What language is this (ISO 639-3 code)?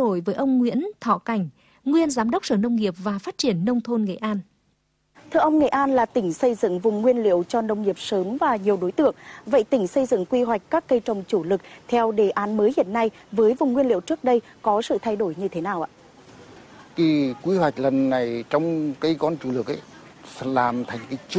vie